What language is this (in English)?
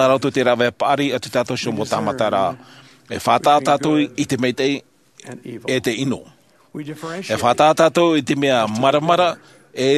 Tahitian